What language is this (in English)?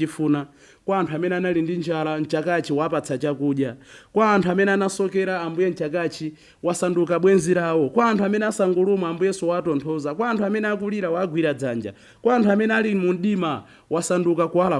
Nyanja